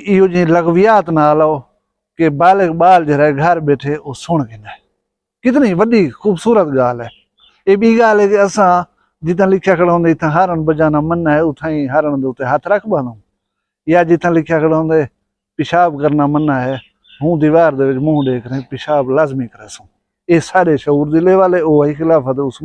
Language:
Saraiki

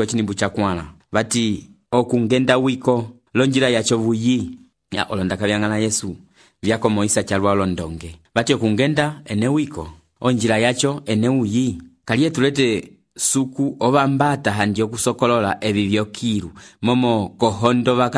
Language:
Umbundu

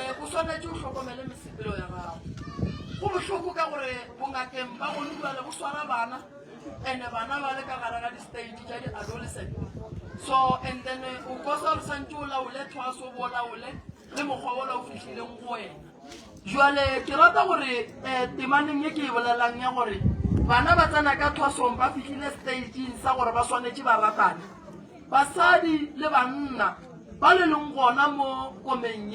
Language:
Northern Sotho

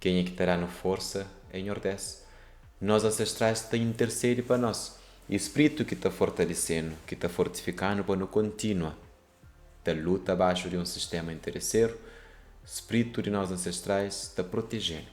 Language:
Kabuverdianu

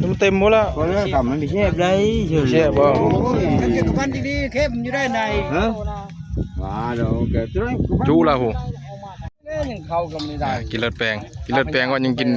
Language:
Northeastern Thai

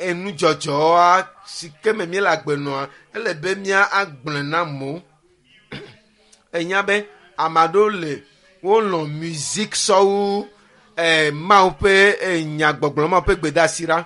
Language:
Ewe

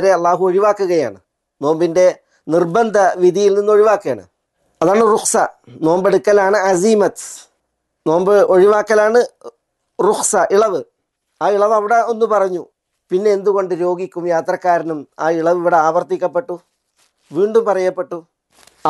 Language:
Malayalam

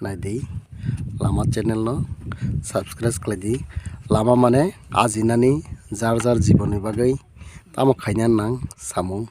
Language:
Kok Borok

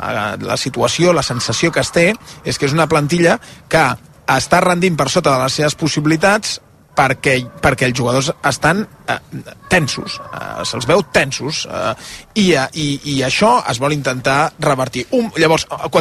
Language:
Catalan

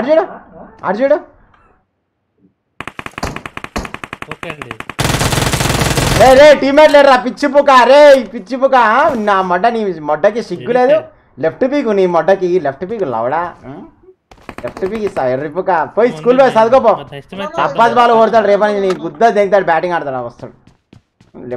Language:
Telugu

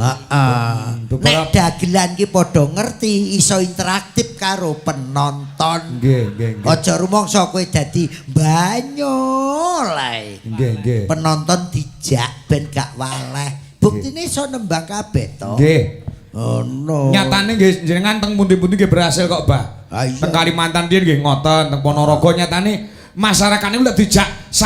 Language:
Javanese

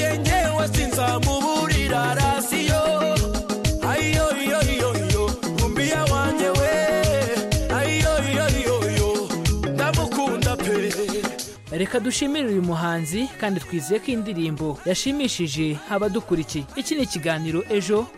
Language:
Kinyarwanda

